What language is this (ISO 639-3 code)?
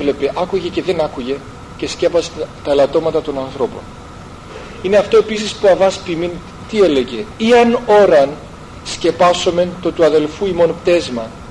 ell